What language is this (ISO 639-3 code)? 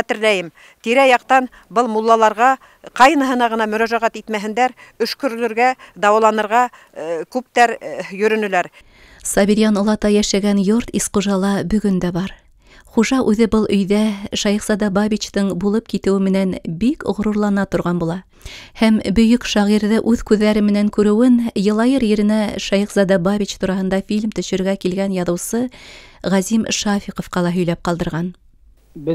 bak